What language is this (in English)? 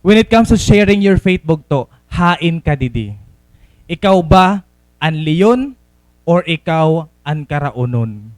Waray